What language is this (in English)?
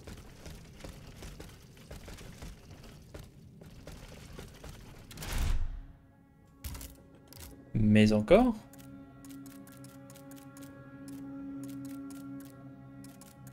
French